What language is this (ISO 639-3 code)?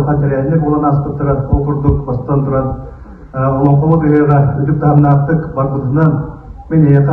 sah